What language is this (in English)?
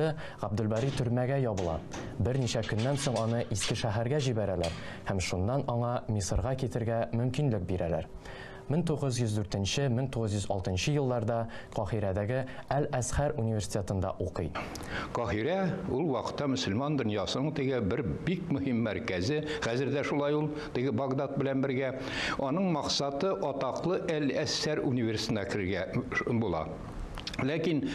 Tatar